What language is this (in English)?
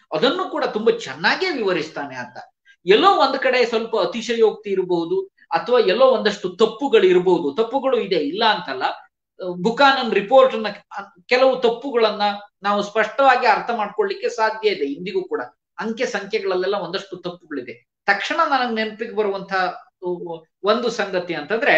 Kannada